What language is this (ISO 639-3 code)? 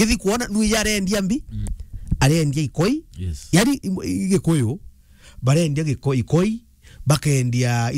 mer